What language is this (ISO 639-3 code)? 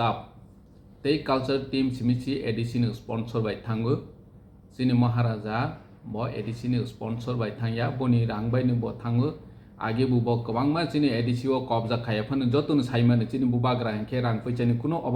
trp